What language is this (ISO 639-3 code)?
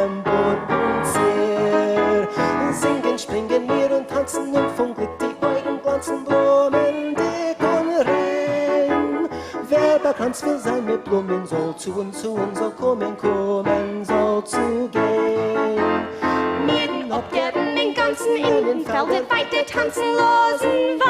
yid